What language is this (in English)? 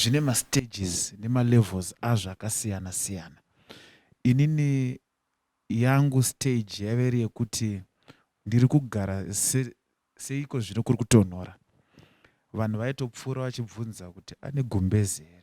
Shona